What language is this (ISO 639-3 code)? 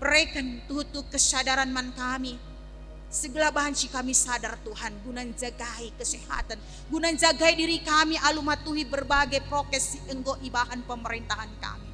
btx